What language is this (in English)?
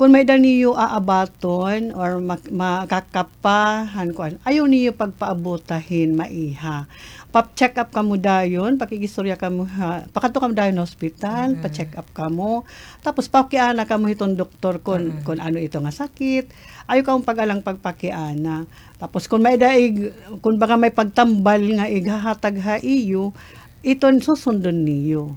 Waray